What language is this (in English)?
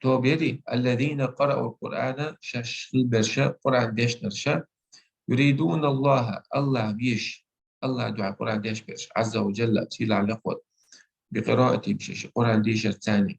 Chechen